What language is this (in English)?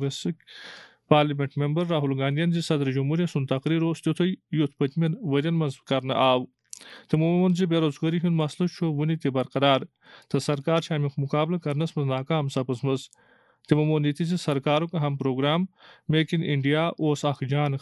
Kashmiri